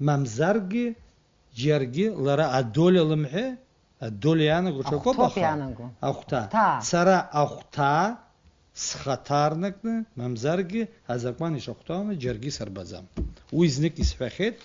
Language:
Abkhazian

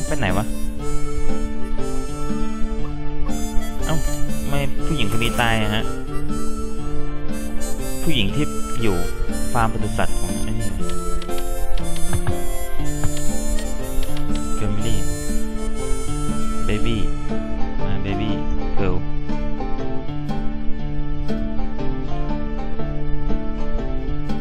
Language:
Thai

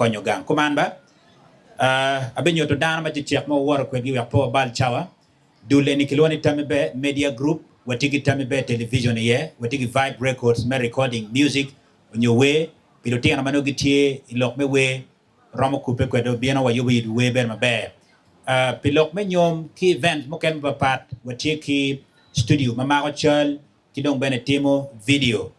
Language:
Acoli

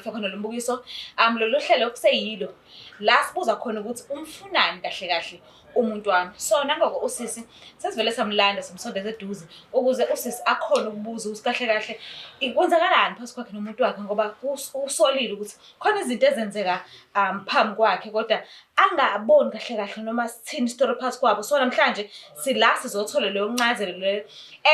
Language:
Zulu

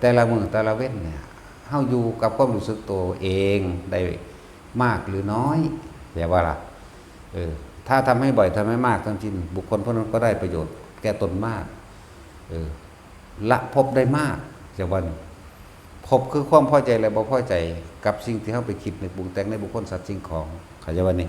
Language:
Northeastern Thai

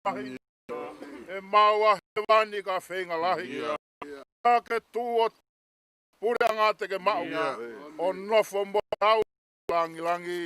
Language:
Tongan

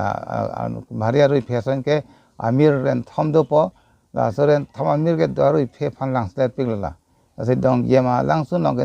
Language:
Karbi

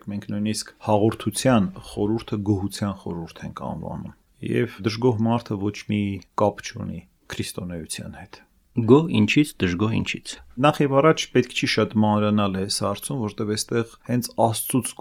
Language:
Armenian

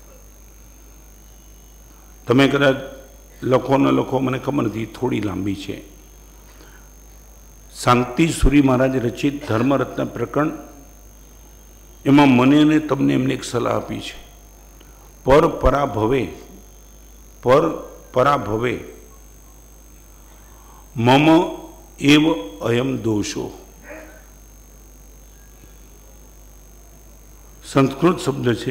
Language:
Gujarati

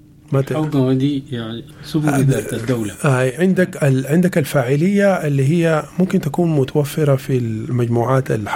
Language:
Sudanese Arabic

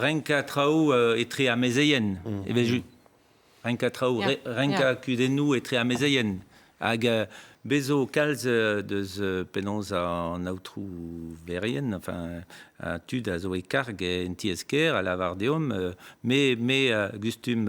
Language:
Breton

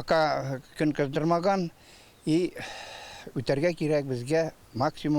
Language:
Tatar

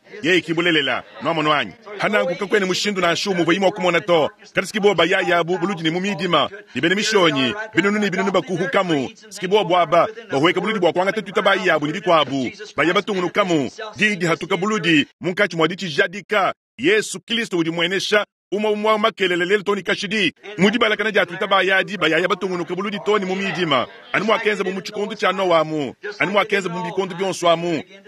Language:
Luba-Lulua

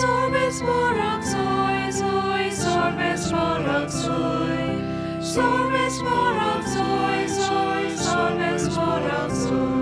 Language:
Konkani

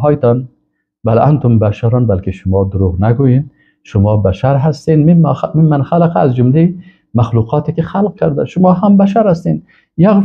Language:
Persian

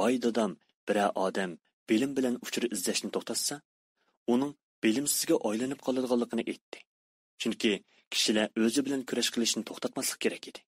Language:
Uyghur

